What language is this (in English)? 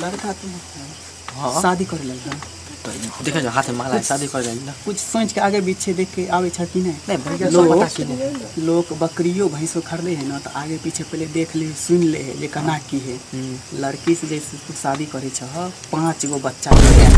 Maithili